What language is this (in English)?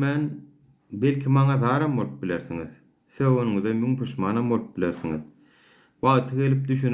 Turkmen